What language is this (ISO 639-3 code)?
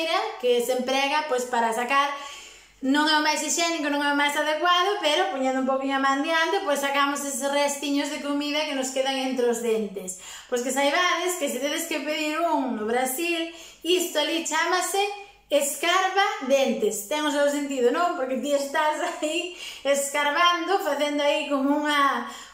glg